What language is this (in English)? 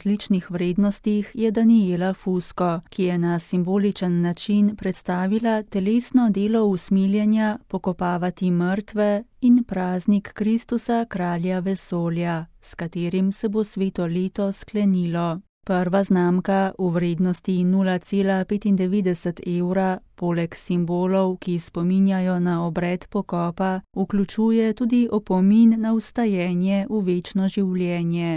Slovenian